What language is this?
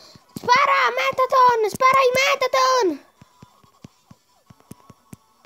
Italian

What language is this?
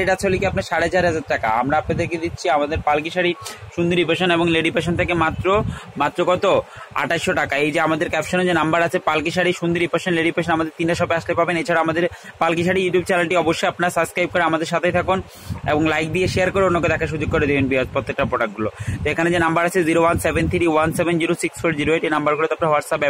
Bangla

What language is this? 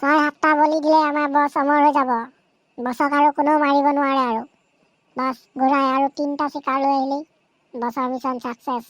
Assamese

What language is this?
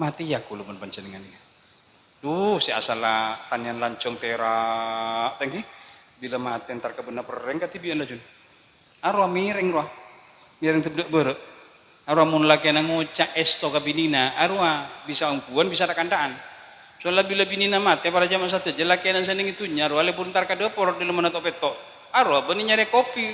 Madurese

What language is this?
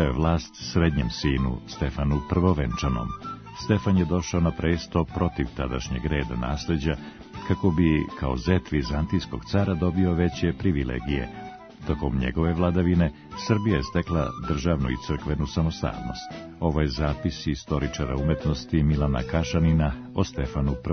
Serbian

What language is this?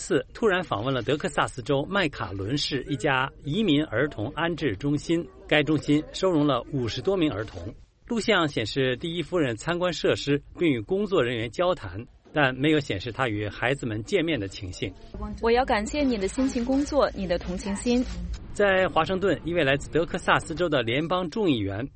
Chinese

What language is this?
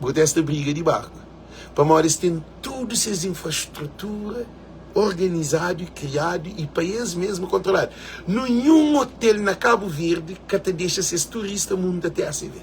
Kabuverdianu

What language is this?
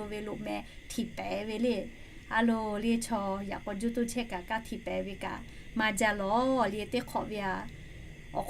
Lahu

